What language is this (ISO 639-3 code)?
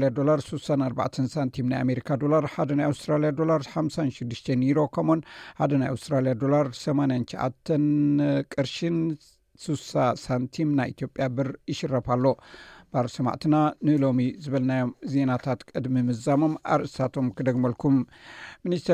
tir